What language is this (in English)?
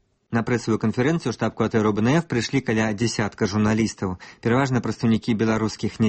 Belarusian